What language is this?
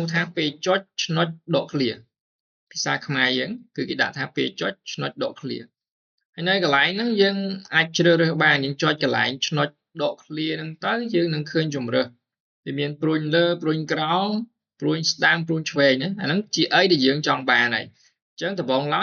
Khmer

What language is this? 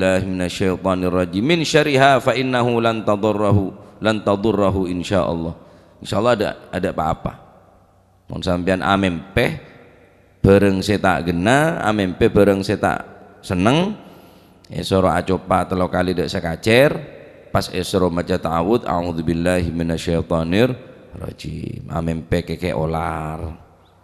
Madurese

